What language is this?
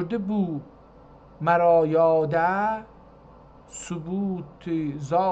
South Azerbaijani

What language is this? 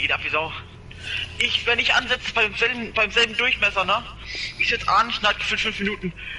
Bavarian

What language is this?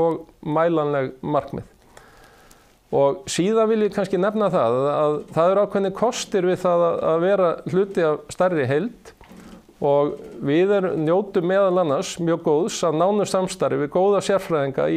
Icelandic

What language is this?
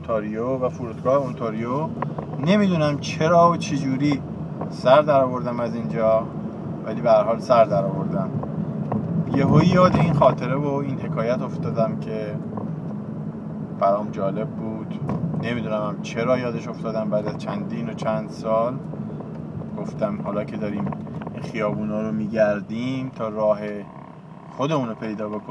Persian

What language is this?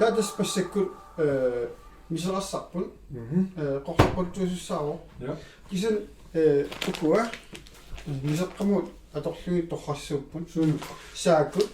Kalaallisut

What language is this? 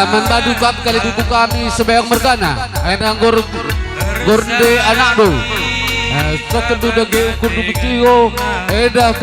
Batak Karo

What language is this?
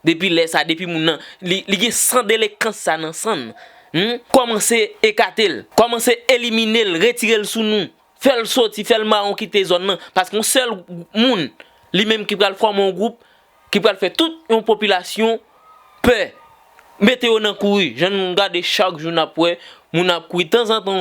Haitian Creole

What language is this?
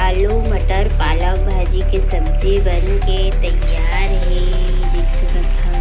Chhattisgarhi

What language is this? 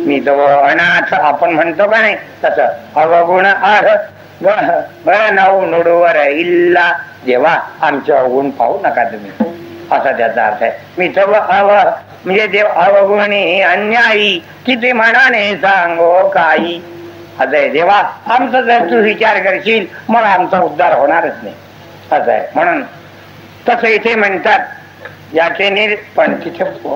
Marathi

